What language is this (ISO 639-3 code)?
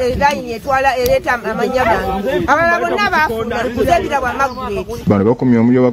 lug